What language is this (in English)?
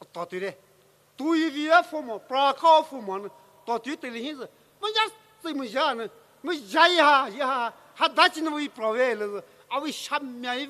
Poumei Naga